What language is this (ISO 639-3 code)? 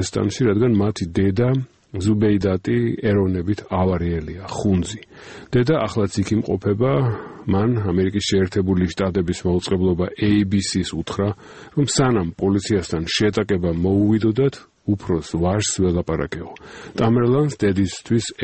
kat